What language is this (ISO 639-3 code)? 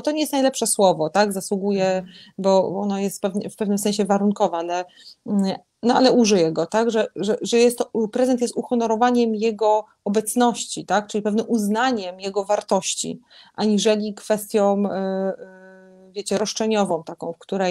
pol